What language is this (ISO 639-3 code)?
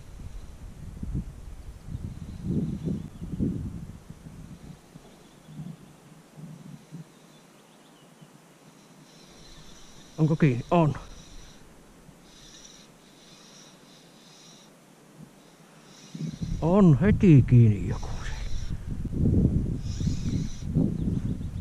fin